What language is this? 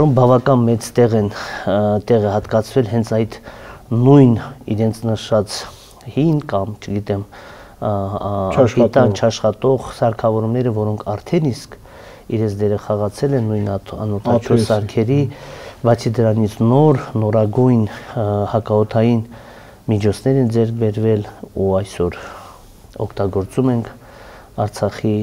Armenian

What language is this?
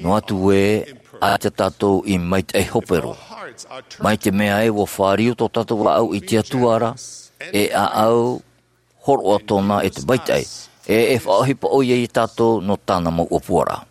Tahitian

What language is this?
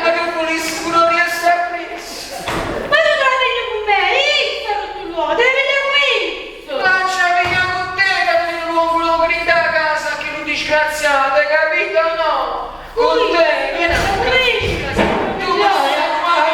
Neapolitan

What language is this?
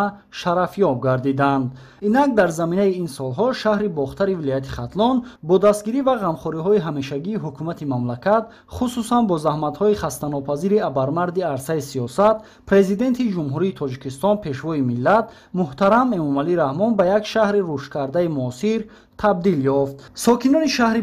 Tajik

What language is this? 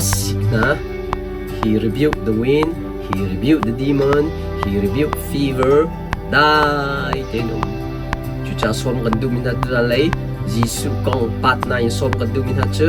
Hakha Chin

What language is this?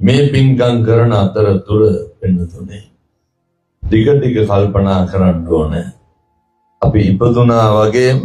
Sinhala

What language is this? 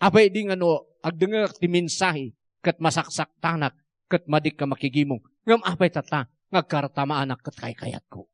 Iloko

